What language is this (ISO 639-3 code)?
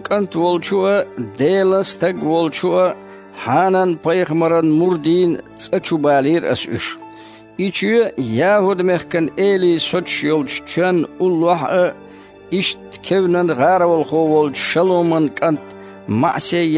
che